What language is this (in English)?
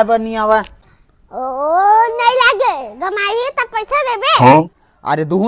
Chhattisgarhi